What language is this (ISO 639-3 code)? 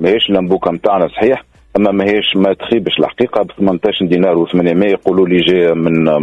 aeb